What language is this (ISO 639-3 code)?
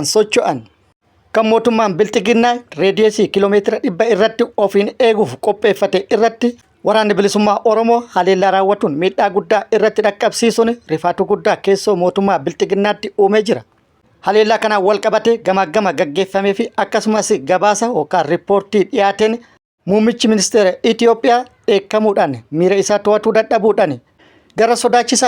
orm